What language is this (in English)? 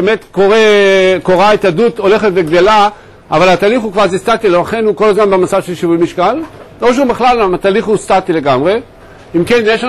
Hebrew